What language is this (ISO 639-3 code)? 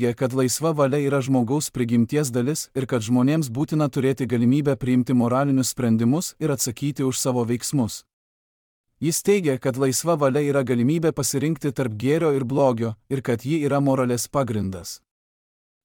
lit